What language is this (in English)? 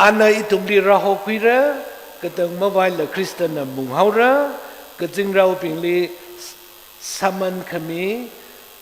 Tangkhul Naga (India)